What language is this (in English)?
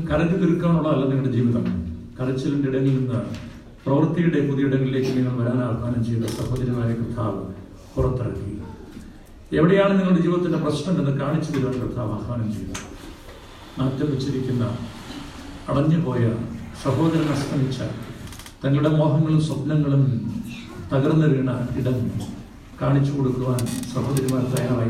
Malayalam